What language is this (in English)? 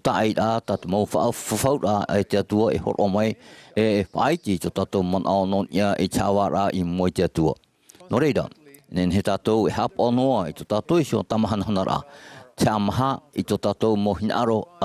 Tahitian